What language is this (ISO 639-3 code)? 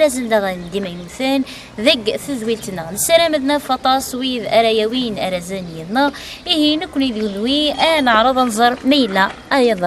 kab